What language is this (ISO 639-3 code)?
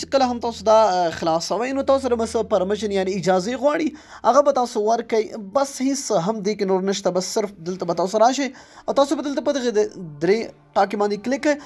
pus